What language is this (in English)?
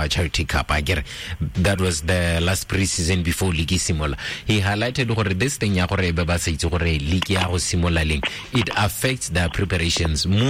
Tswana